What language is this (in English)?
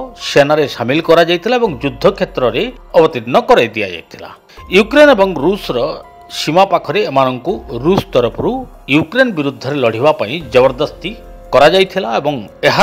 Odia